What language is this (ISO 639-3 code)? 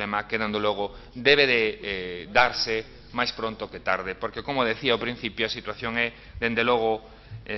glg